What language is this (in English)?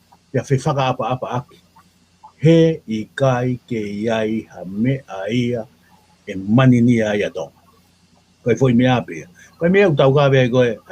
Tongan